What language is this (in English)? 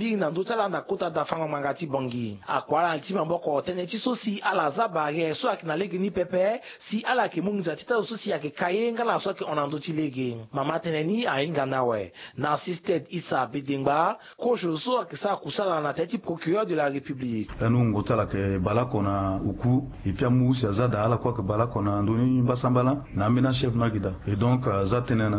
Sango